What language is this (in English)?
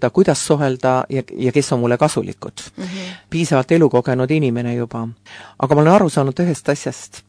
Estonian